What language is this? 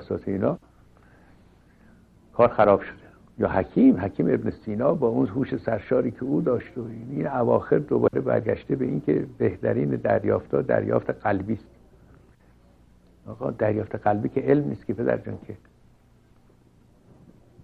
Persian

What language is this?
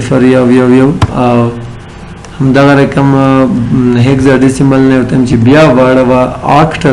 Pashto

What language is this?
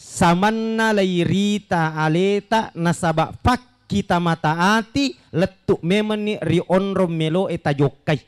Buginese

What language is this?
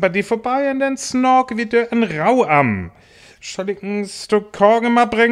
Northern Frisian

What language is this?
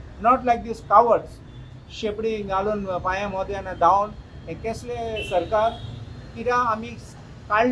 Konkani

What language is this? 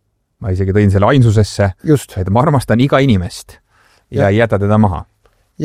Estonian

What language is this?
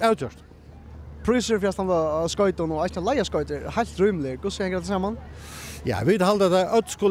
Faroese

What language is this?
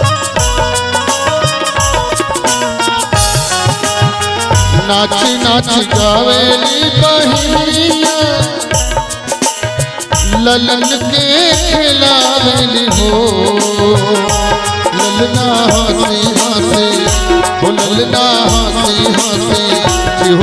Bhojpuri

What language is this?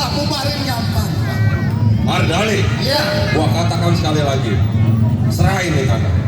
Betawi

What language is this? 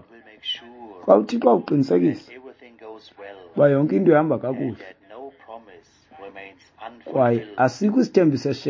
Xhosa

